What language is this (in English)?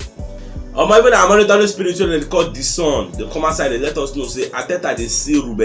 Nigerian Pidgin